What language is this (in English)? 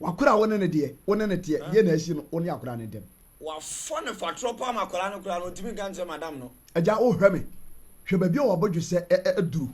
Akan